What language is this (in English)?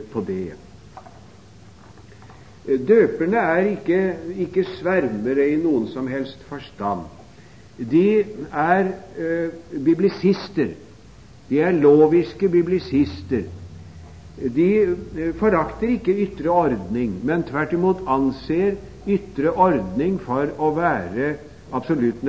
Norwegian